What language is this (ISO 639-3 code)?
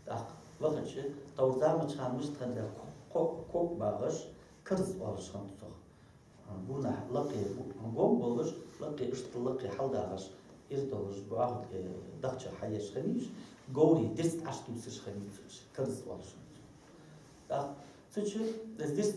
inh